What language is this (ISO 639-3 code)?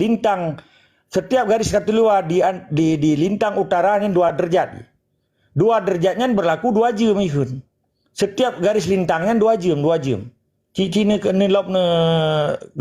ace